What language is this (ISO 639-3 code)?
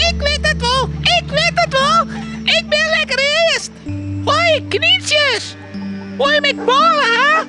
fry